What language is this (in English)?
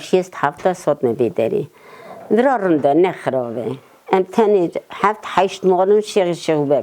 Kurdish